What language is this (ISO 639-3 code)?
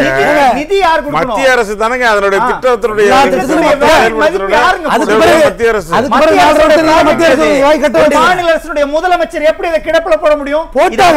tam